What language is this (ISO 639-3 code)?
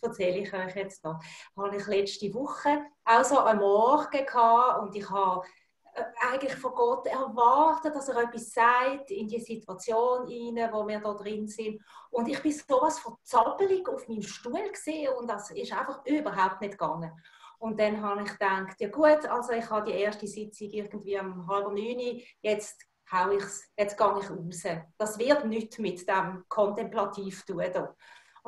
gsw